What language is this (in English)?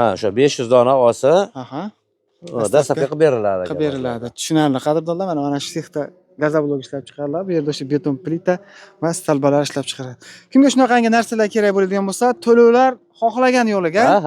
Uzbek